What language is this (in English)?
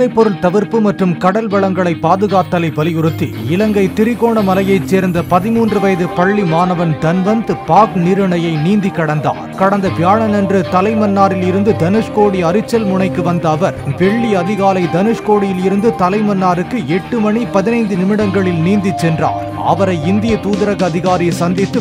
Tamil